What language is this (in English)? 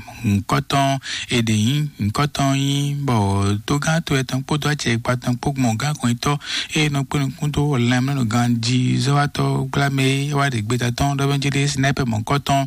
Fon